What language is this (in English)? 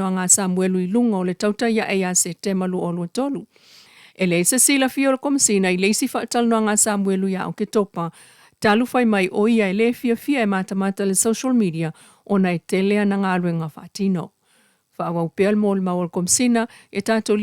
Samoan